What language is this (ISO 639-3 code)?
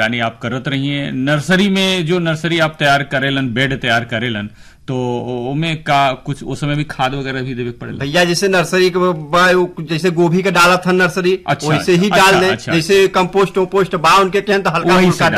bho